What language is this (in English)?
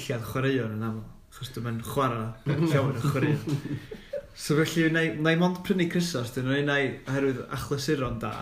Welsh